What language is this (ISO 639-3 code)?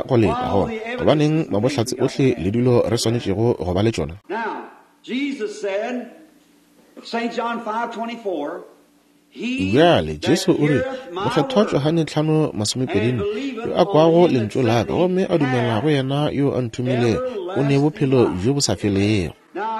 nso